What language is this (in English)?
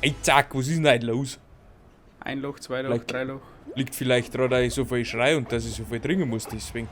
Bavarian